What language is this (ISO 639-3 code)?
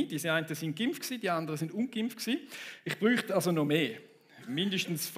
gsw